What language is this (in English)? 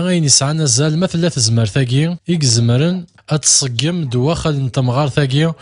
Kabyle